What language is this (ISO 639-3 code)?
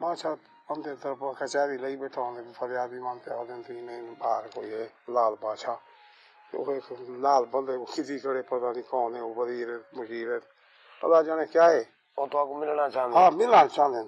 skr